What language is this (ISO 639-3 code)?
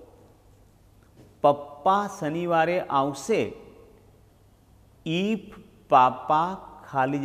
guj